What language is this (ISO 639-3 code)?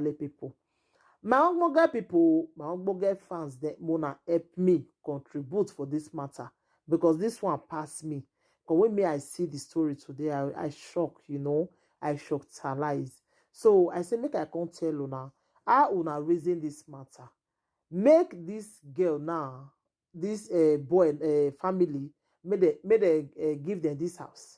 pcm